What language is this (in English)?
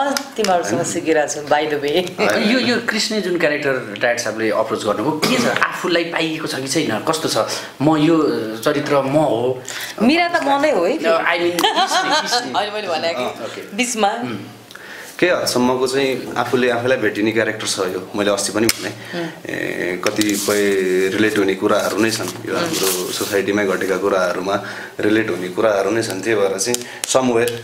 Nepali